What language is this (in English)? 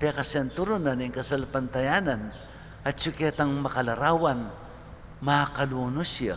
Pampanga